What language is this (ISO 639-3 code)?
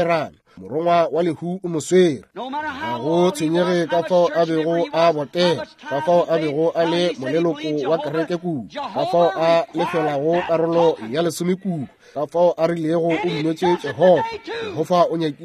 nso